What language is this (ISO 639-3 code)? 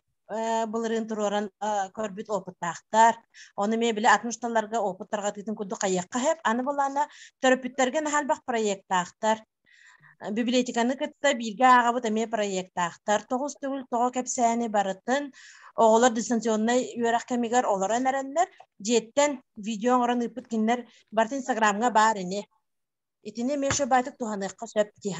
sah